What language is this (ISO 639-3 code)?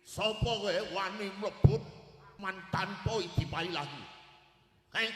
jav